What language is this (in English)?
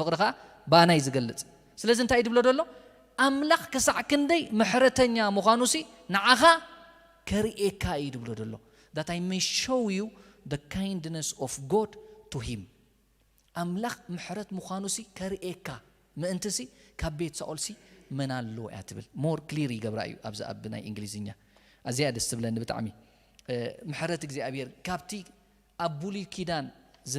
Tigrinya